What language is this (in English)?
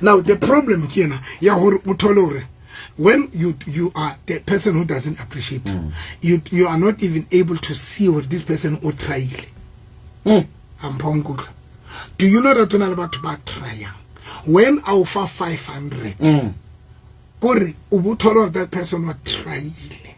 Southern Sotho